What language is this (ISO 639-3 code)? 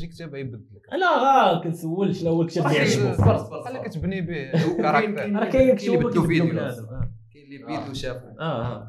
ary